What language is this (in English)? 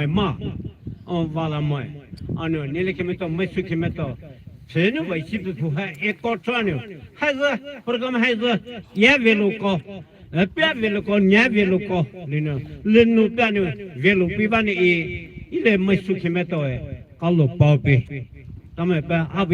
Poumei Naga